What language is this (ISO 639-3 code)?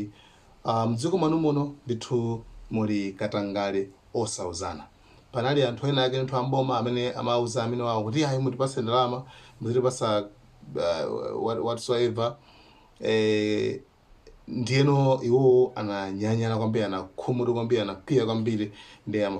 nya